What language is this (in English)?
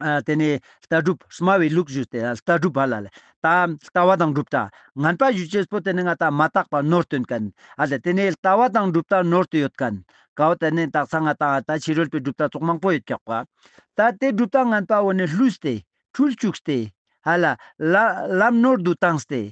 Ladakhi